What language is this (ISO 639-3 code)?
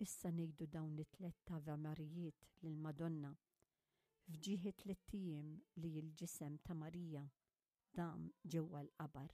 mlt